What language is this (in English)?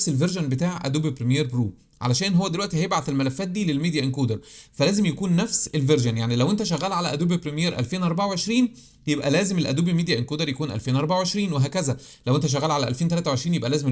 Egyptian Arabic